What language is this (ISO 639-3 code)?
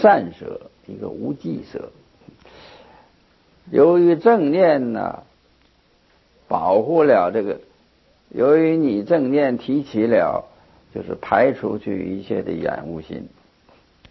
zho